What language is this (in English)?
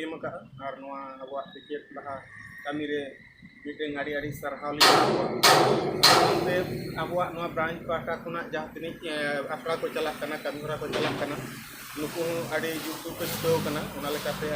Santali